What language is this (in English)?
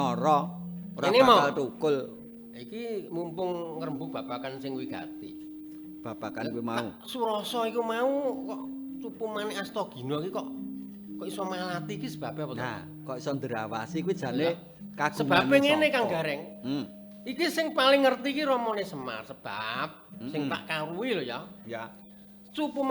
Javanese